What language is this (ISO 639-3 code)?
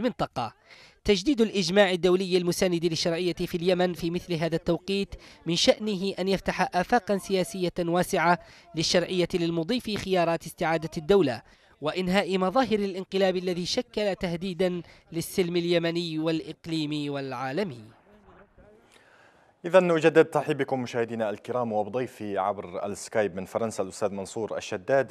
ara